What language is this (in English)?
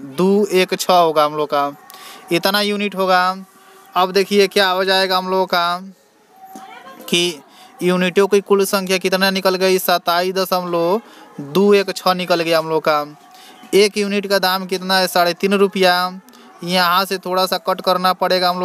Hindi